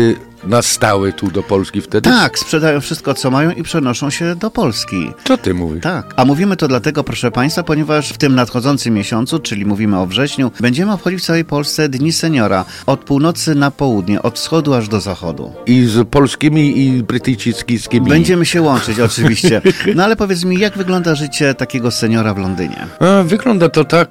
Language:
Polish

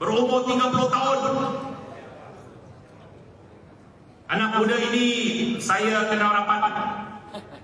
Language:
Malay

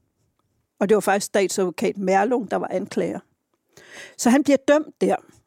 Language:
Danish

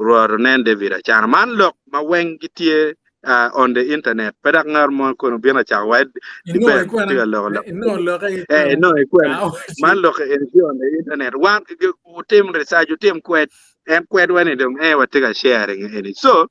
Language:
Acoli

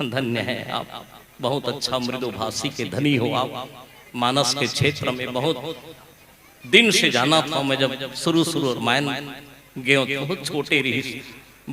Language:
Chhattisgarhi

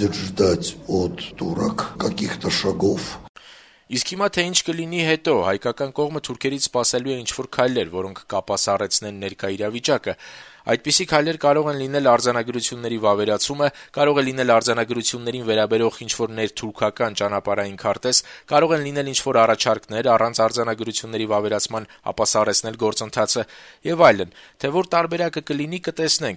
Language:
Armenian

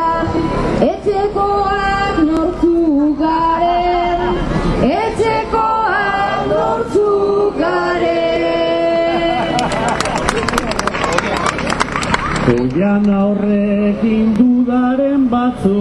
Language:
Basque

